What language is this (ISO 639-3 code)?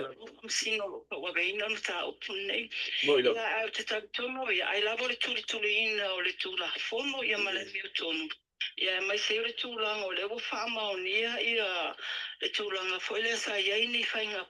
smo